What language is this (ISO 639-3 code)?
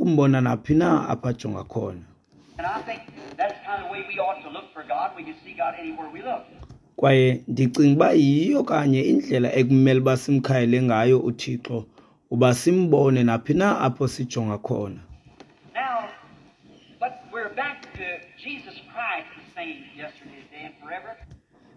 xho